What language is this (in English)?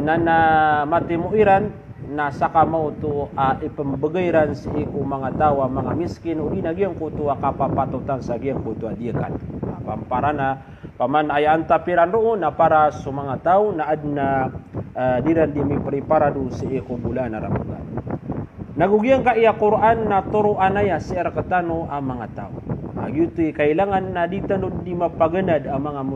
Maranao